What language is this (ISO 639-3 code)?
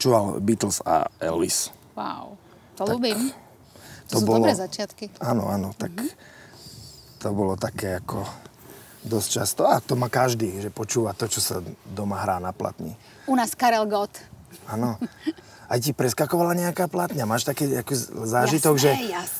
slk